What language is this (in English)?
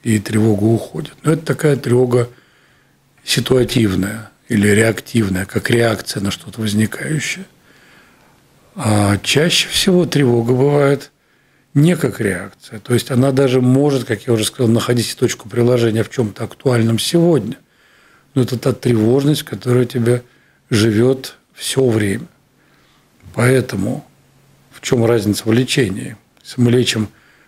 Russian